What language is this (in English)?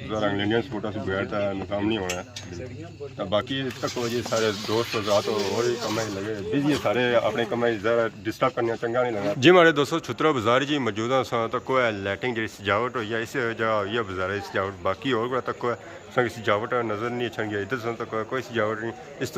Pahari-Potwari